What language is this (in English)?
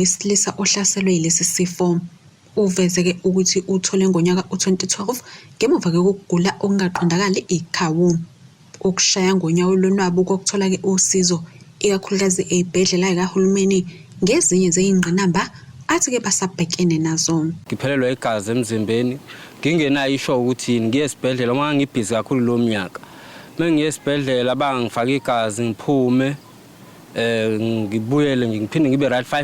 Zulu